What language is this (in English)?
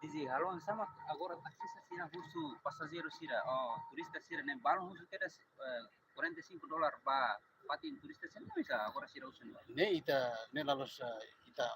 Tetum